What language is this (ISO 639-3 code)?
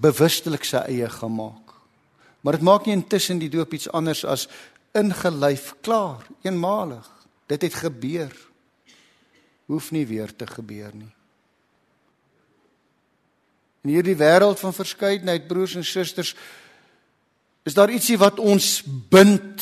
afr